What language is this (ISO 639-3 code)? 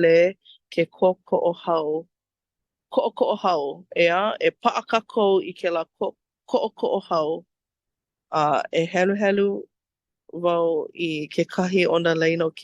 haw